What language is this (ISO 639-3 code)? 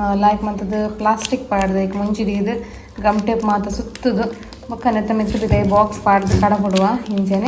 tcy